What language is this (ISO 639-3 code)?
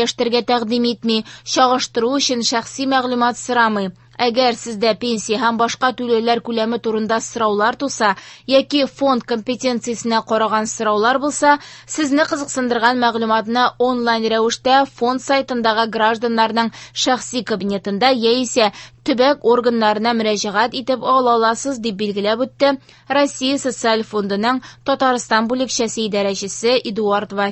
tat